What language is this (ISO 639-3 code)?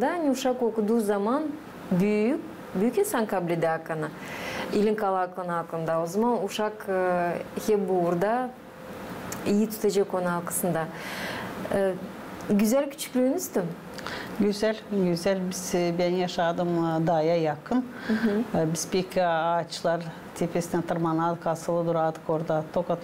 gag